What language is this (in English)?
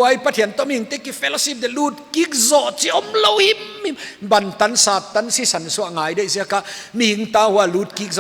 Paite Chin